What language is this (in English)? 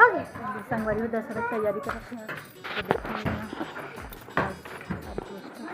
Chhattisgarhi